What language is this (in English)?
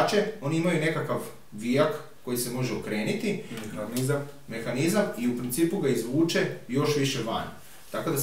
Croatian